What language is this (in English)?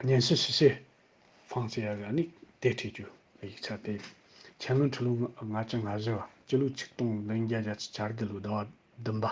Tibetan